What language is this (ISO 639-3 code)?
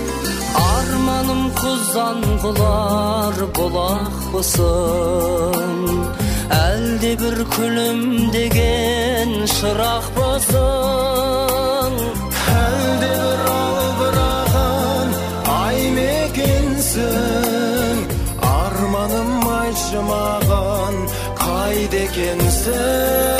kaz